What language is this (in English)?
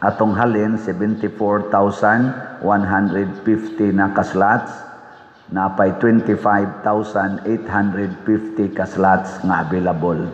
Cebuano